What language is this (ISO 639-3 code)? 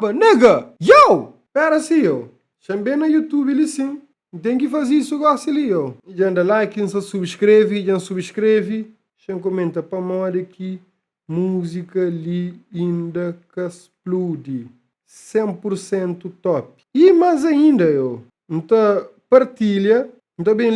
kea